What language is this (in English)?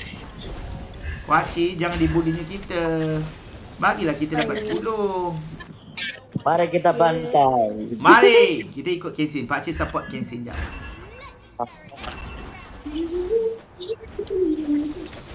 Malay